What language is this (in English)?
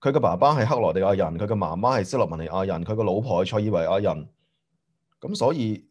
Cantonese